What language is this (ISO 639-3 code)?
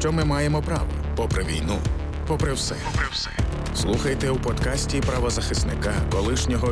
ukr